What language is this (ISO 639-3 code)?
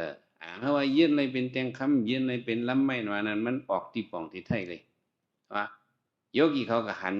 shn